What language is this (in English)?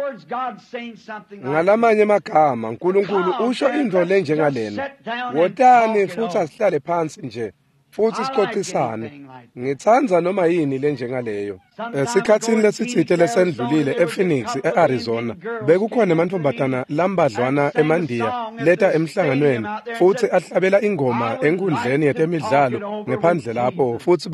Swati